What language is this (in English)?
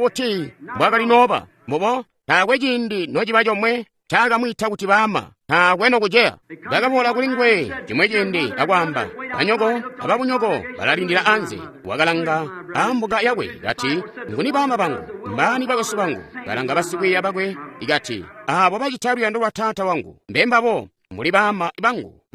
Tonga (Zambia)